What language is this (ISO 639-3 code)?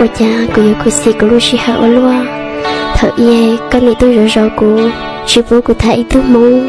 hmn